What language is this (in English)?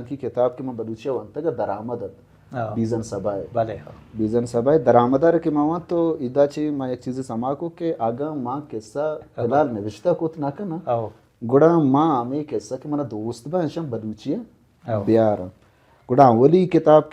Baluchi